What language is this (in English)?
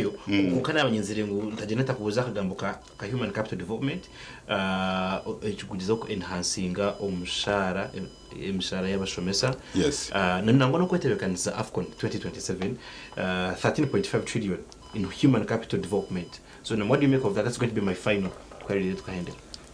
Nyankole